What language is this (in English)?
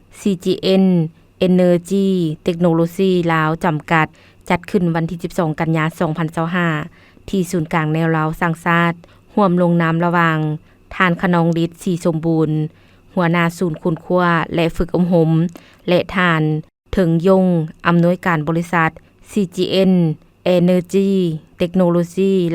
Lao